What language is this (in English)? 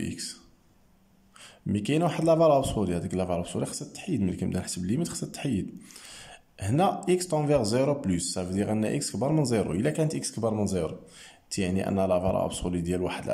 Moroccan Arabic